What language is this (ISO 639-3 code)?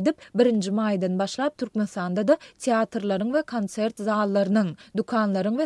tuk